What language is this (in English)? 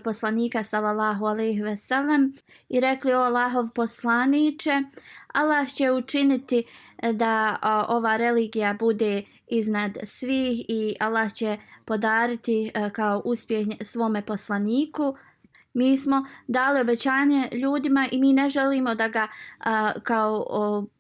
Bosnian